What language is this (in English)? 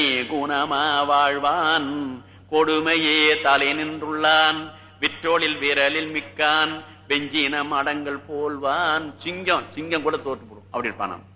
Tamil